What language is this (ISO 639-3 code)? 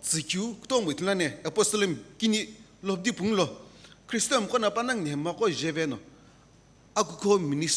nsm